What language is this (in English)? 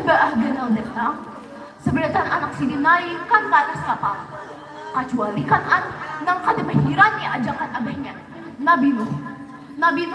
Banjar